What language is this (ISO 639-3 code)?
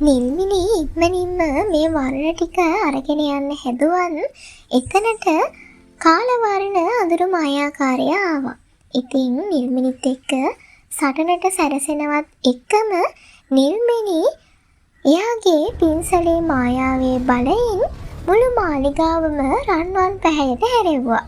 sin